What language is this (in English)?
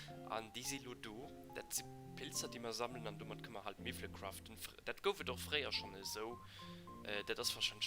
Luxembourgish